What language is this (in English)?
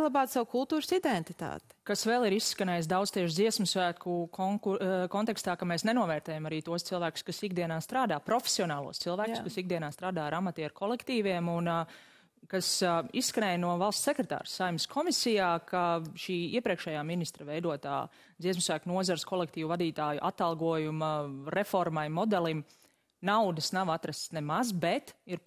Latvian